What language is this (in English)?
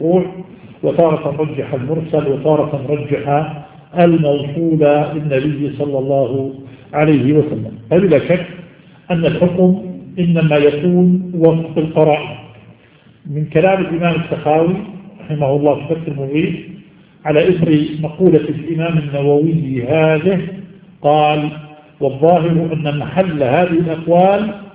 Arabic